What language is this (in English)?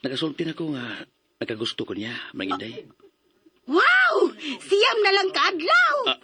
Cebuano